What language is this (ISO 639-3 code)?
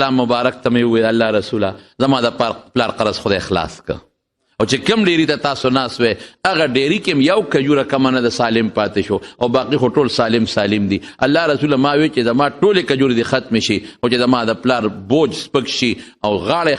pus